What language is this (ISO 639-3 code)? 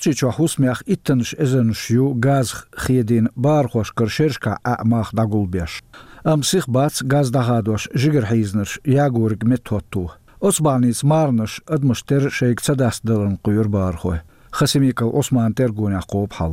che